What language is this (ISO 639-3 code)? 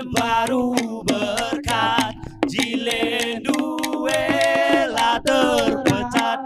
btx